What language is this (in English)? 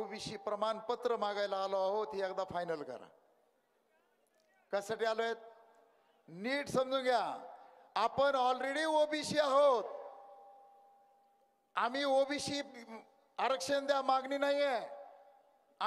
Marathi